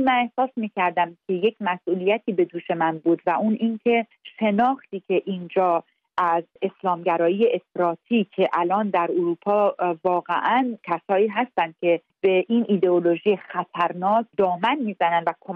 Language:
Persian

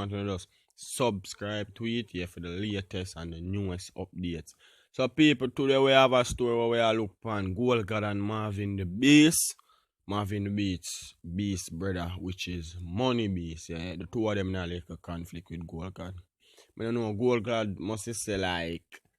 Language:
Jamaican Creole English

